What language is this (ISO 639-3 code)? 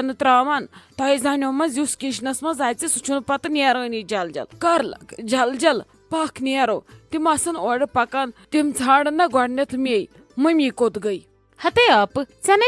kas